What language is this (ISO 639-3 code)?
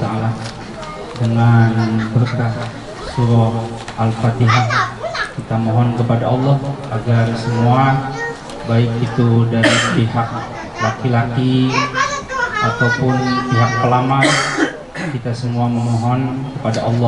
ind